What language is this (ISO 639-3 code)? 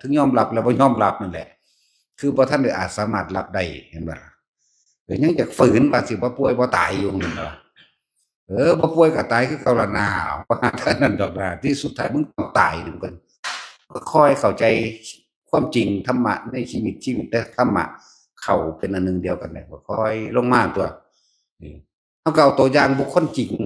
tts